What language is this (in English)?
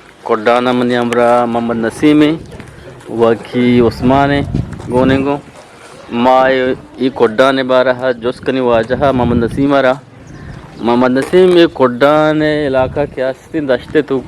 Eastern Balochi